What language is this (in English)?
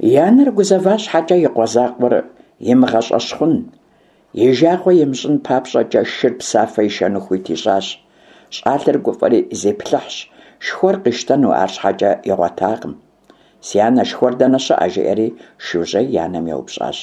Kabardian